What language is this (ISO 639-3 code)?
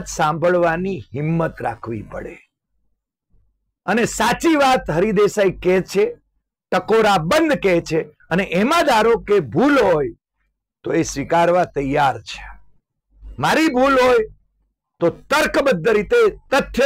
guj